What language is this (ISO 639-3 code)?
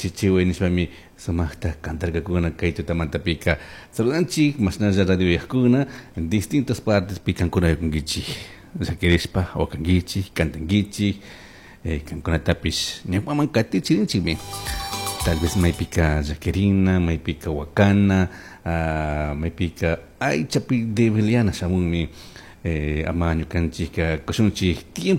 qug